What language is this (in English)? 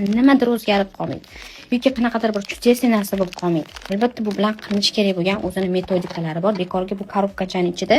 Uzbek